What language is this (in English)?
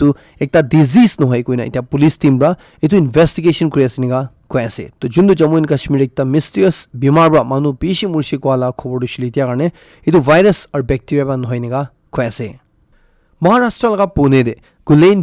Naga Pidgin